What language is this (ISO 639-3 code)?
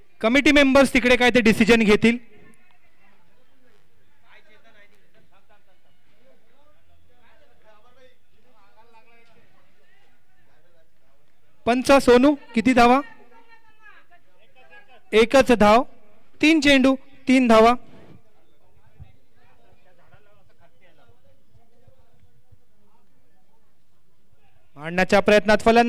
mar